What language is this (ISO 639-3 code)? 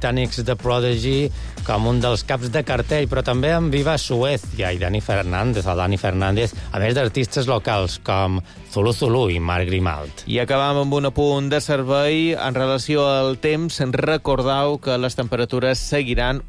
cat